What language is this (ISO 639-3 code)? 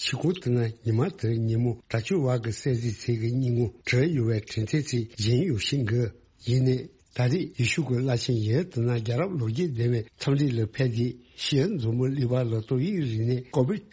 bod